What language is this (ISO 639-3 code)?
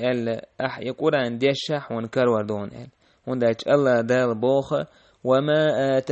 che